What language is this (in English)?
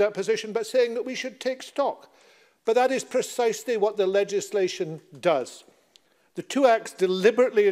English